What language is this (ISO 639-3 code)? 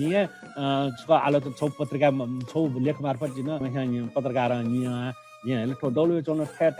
new